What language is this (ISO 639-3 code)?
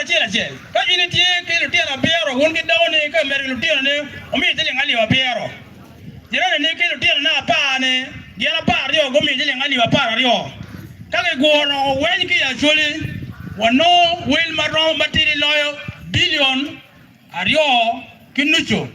ach